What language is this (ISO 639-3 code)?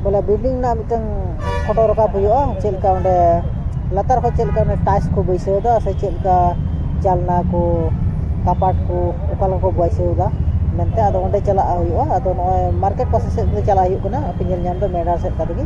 sat